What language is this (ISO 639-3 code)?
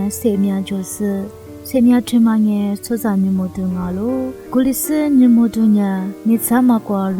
lis